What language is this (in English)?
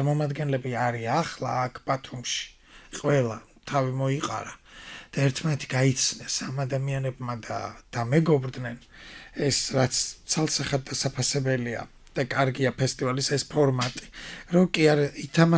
Georgian